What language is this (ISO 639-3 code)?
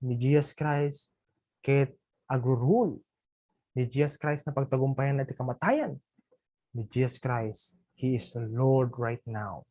ilo